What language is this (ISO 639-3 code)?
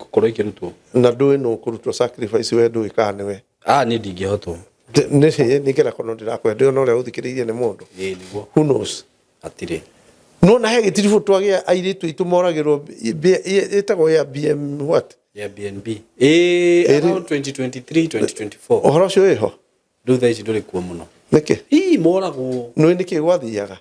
kik